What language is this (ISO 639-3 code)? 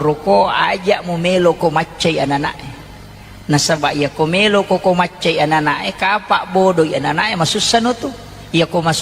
bug